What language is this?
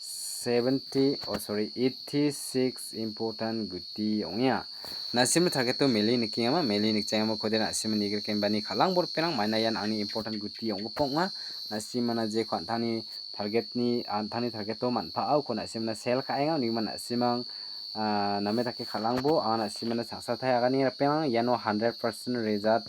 Garo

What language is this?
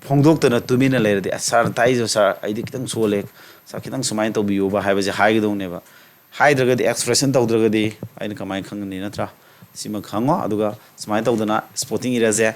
Manipuri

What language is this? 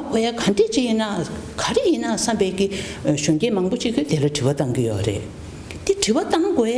Tibetan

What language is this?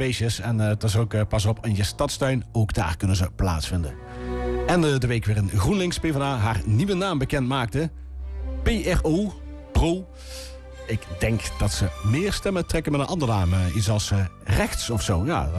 Dutch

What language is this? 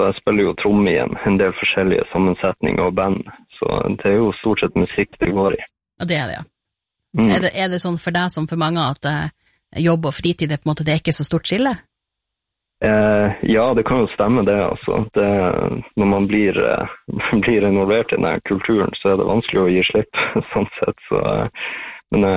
Norwegian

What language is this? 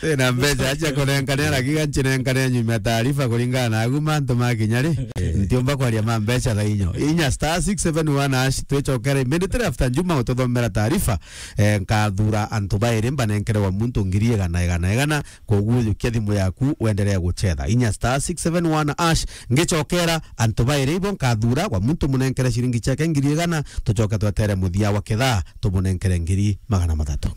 Meru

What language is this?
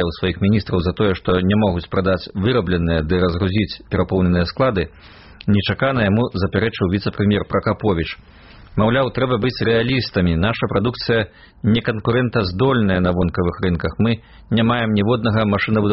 Belarusian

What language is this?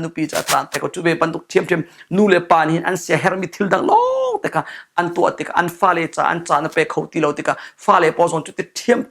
Hakha Chin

